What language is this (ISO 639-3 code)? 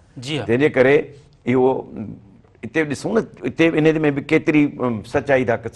snd